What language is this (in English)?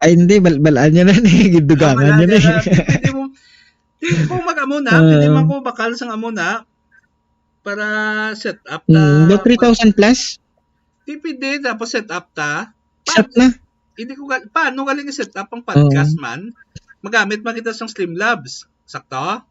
Hiligaynon